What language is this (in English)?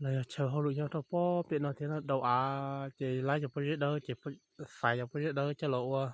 Hmong